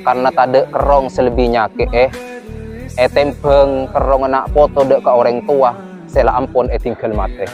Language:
Madurese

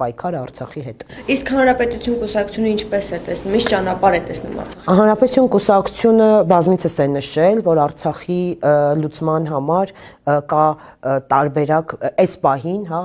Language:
Armenian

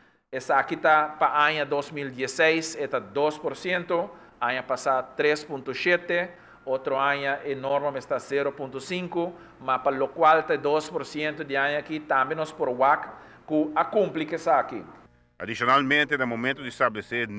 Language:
Papiamento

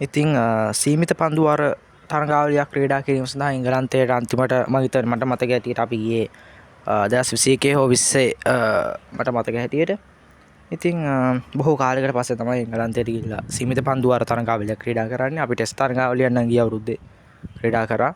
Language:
Sinhala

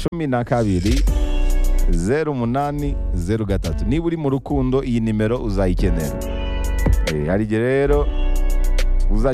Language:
Kinyarwanda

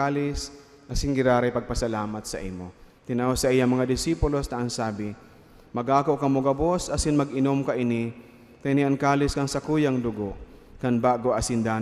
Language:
Bikol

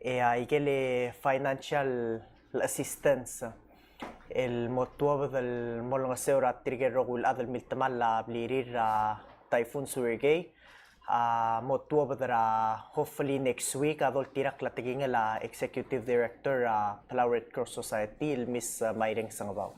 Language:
Palauan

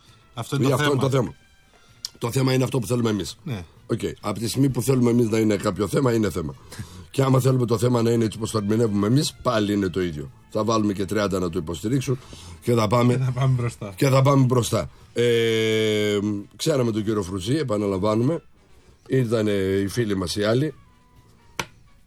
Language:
Greek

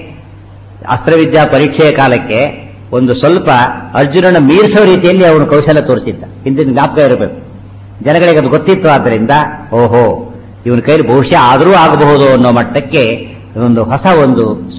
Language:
Kannada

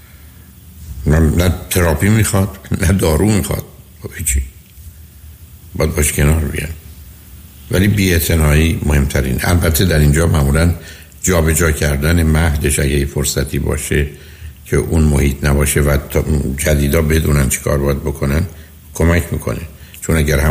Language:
Persian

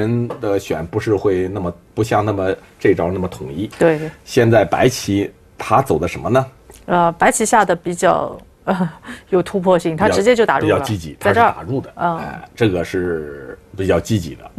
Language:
Chinese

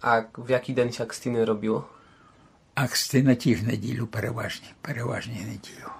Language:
Rusyn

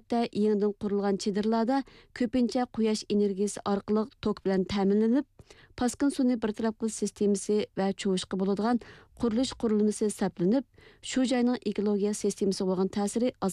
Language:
Uyghur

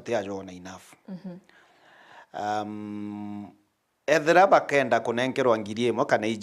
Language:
Meru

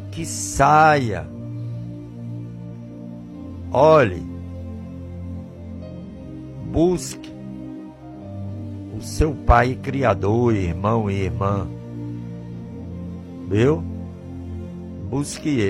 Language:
Portuguese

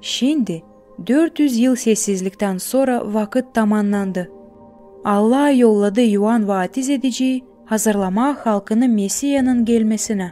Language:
Gagauz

